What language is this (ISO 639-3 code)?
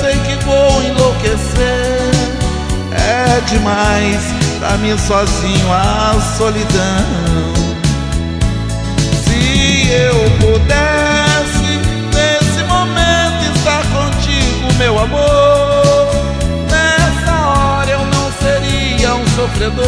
por